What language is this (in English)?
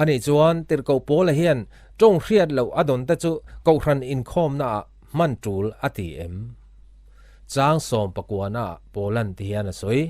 Mizo